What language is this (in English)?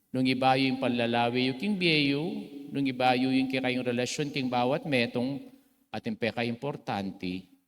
Pampanga